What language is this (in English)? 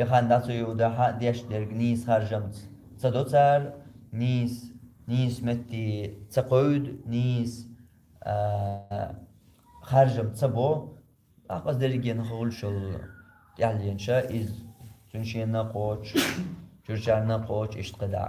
Chechen